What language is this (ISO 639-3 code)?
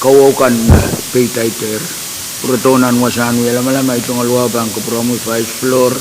pon